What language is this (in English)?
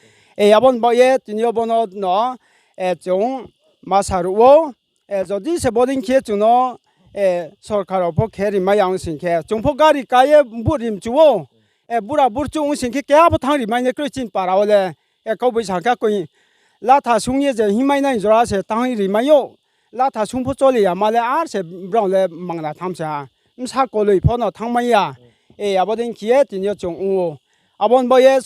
Riang (India)